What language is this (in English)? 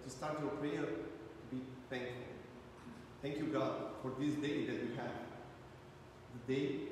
English